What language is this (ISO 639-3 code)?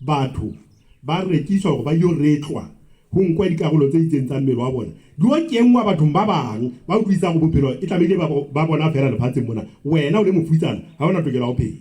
sot